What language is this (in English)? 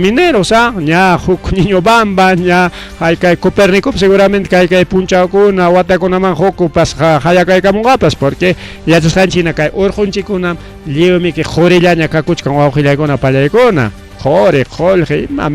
Ayacucho Quechua